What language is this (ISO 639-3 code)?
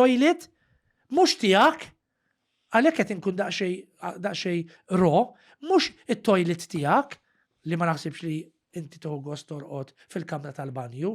mlt